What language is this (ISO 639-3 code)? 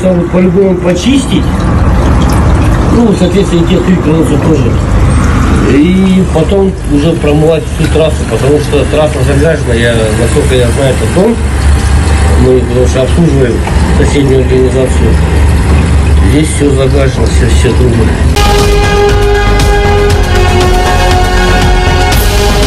rus